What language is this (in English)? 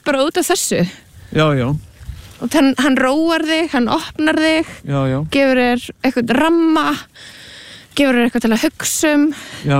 Icelandic